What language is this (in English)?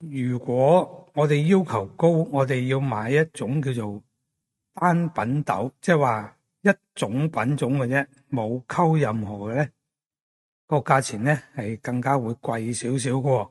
Cantonese